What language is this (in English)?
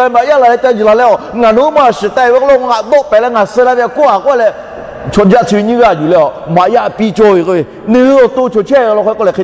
Lahu